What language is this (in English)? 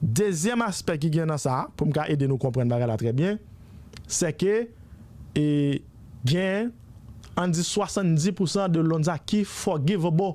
Haitian Creole